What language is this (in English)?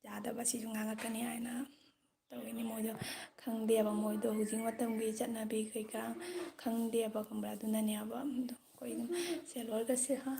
Manipuri